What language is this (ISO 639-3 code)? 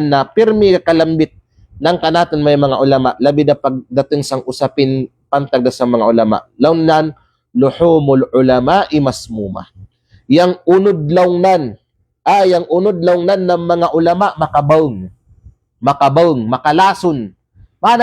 kqe